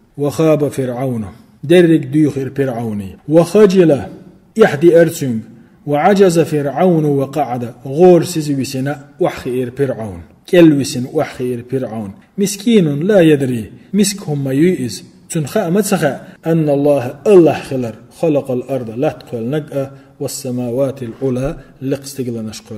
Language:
Chechen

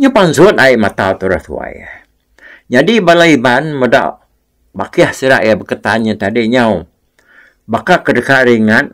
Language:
Iban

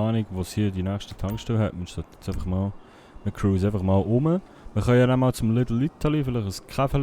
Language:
Swiss German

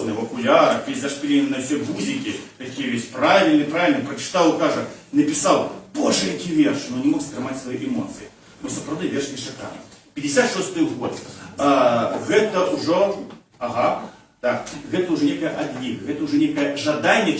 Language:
Belarusian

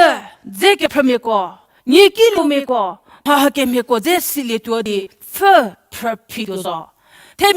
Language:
Angami Naga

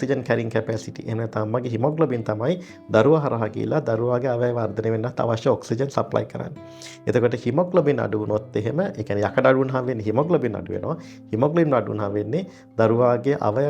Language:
Sinhala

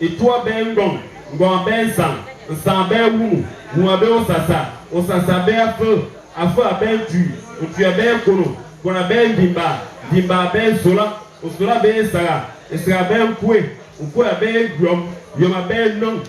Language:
Fang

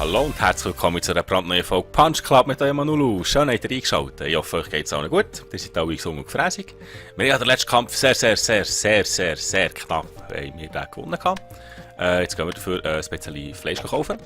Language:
Swiss German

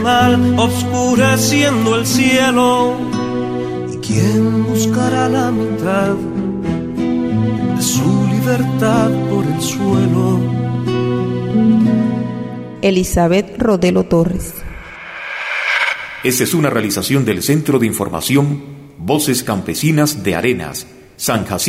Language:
Spanish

